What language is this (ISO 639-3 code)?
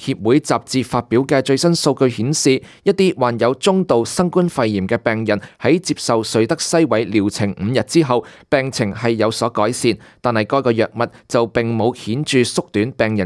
yue